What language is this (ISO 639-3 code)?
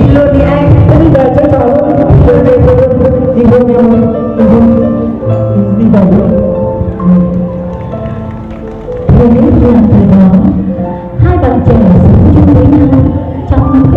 vie